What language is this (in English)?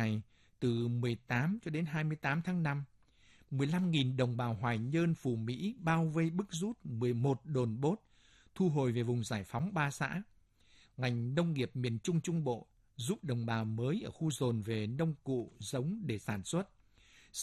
Vietnamese